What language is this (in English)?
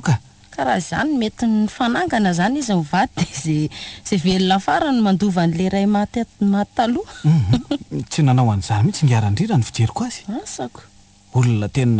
Malagasy